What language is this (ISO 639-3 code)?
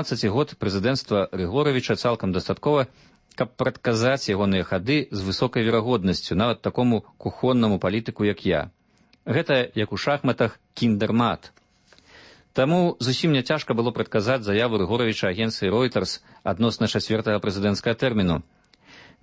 bel